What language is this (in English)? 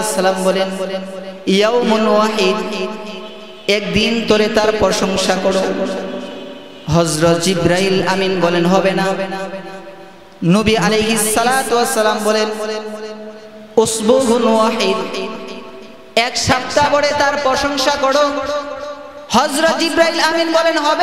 Bangla